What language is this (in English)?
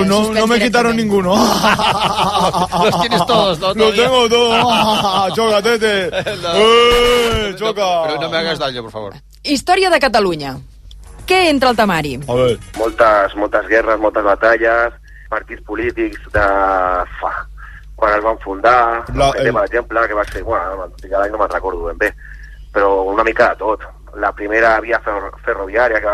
Catalan